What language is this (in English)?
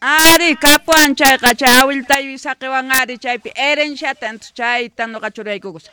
South Bolivian Quechua